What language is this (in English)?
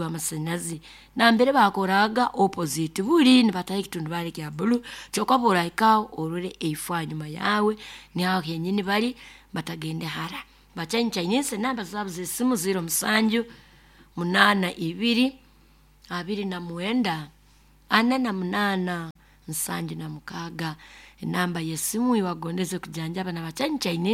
Nyoro